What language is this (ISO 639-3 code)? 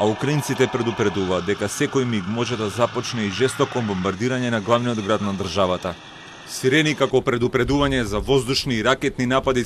mkd